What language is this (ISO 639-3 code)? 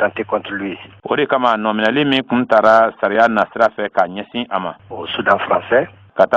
bam